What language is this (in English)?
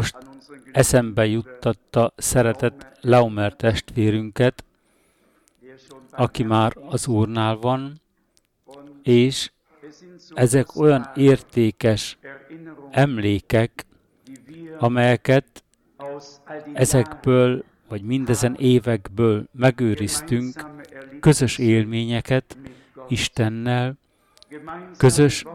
Hungarian